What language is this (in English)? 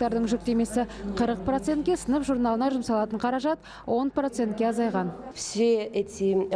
Kazakh